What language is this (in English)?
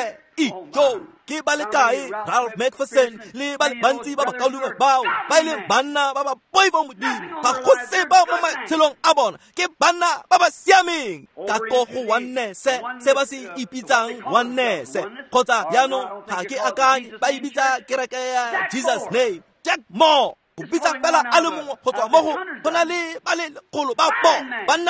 Tswana